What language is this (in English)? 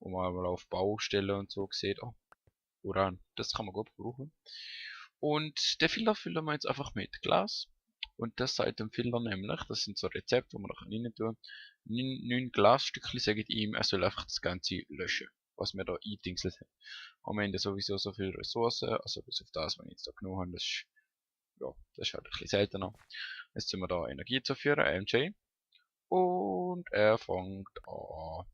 Swiss German